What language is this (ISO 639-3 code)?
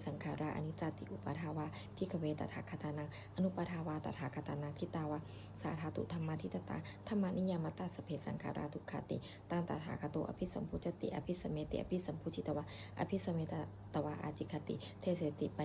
pli